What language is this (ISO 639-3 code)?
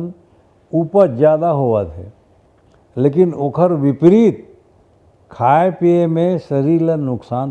hne